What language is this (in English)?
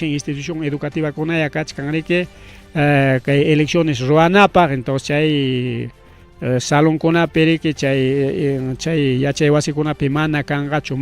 Ayacucho Quechua